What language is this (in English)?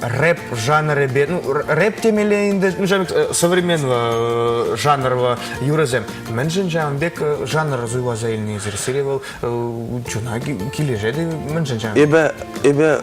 Chuvash